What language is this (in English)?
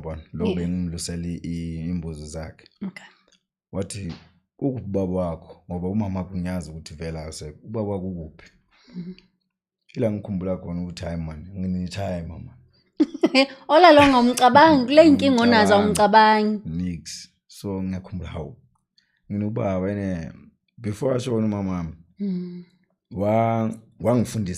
Zulu